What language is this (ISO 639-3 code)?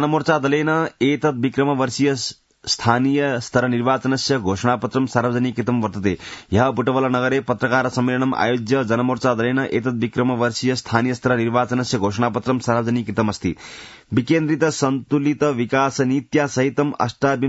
san